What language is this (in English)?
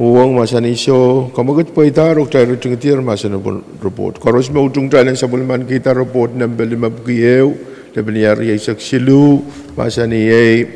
Pohnpeian